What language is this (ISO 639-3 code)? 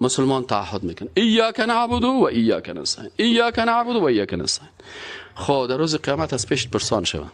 fas